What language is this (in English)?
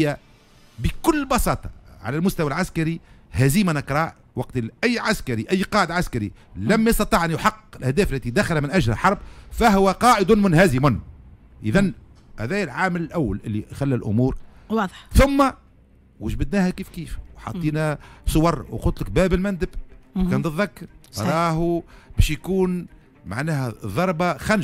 Tunisian Arabic